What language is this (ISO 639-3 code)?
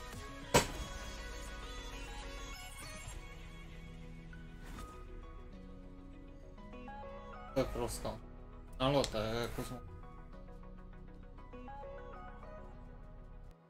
ron